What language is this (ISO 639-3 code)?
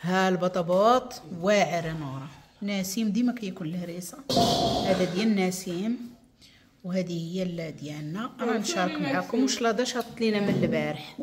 ary